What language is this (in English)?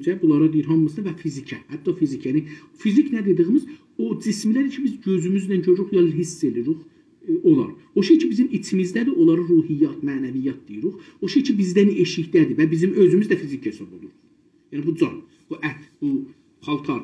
South Azerbaijani